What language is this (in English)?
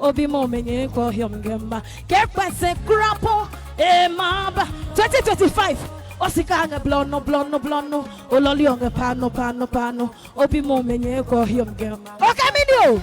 Adangme